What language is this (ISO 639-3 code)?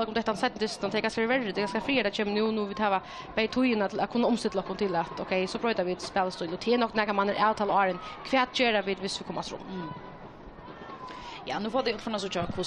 fao